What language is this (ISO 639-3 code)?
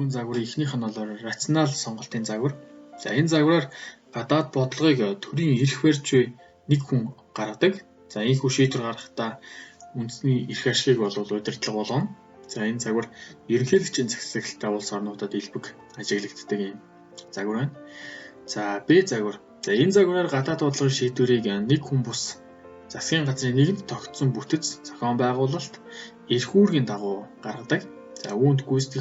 mon